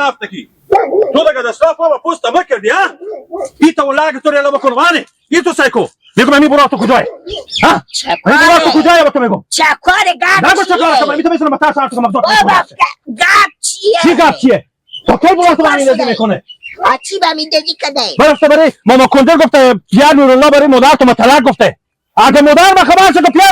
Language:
Hazaragi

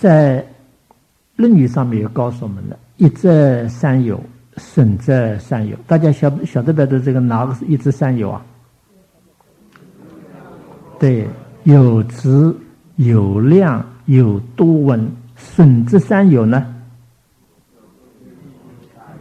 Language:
Chinese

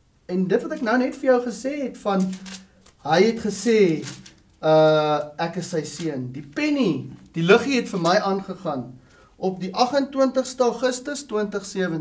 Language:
Afrikaans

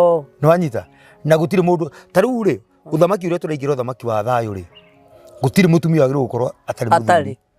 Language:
Kikuyu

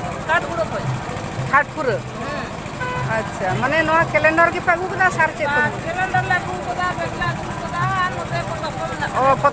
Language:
Santali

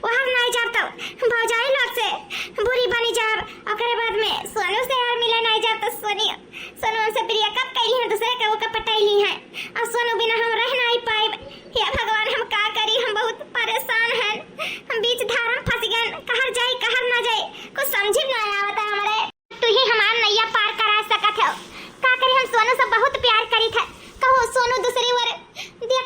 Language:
Awadhi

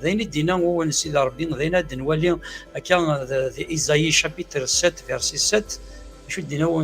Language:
Kabyle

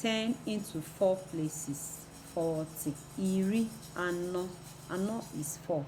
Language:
Igbo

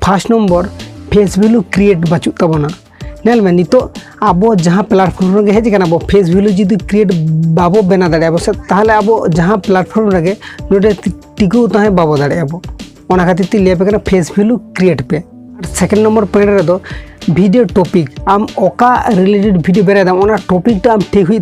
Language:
Santali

